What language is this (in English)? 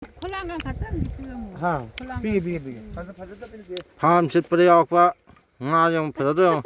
Manipuri